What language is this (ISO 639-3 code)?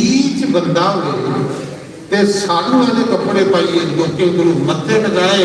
doi